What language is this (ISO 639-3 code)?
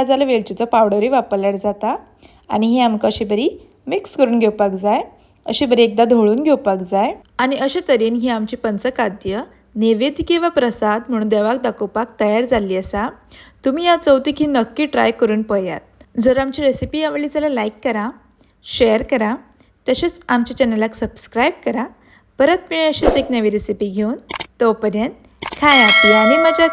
kok